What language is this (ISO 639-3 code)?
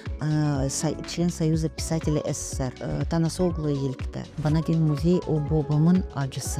gag